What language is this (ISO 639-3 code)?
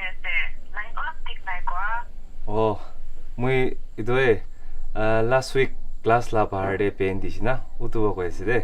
njo